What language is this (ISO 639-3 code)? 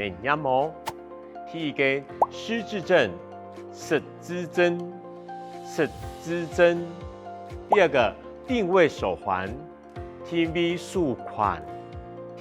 hak